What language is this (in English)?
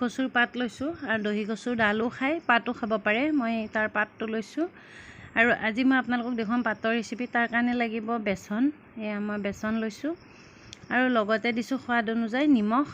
Assamese